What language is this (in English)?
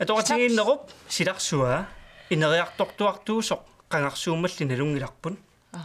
Kalaallisut